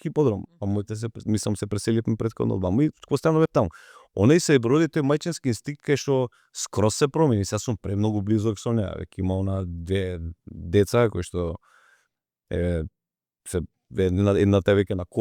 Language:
Macedonian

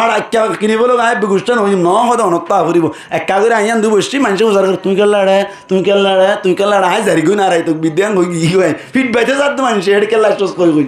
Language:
Rohingya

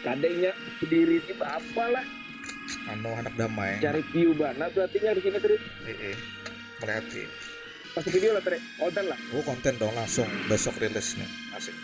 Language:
Banjar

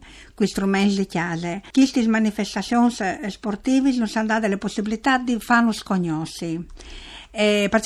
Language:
Friulian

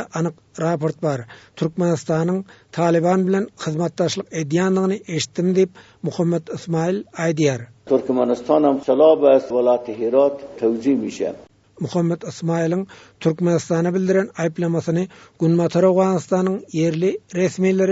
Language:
Turkmen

